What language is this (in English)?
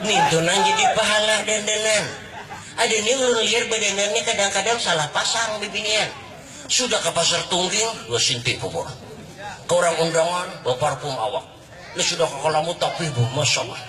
Banjar